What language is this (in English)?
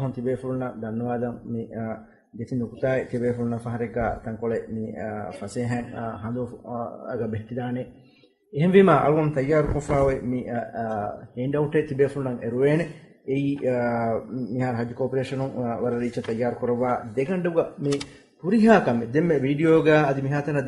Divehi